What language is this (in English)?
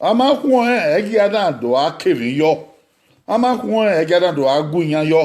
Bini